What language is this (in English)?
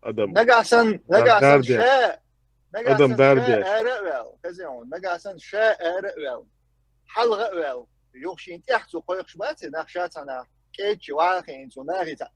Chechen